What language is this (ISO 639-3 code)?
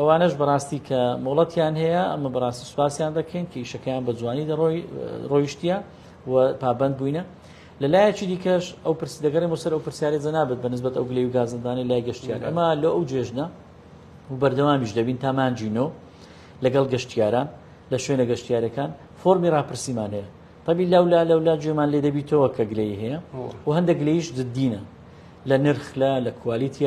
ckb